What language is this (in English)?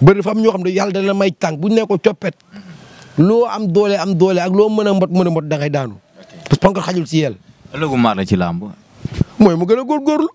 Wolof